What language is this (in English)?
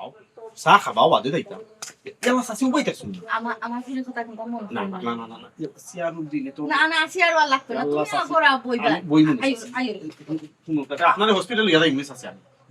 Sylheti